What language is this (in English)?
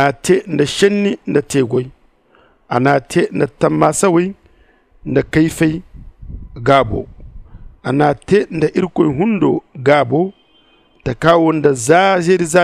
Zarma